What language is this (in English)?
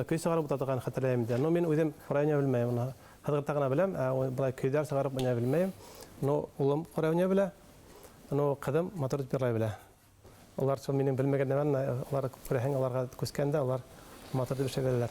Bashkir